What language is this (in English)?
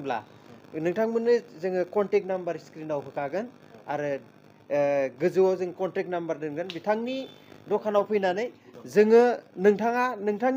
Bodo